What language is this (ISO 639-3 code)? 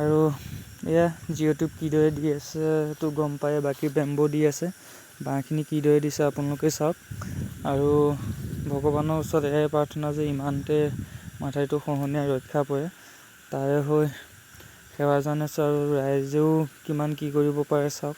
asm